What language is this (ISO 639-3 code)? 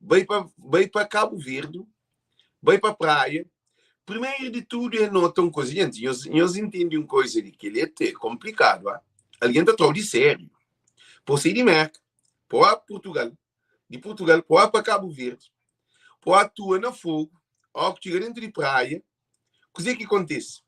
kea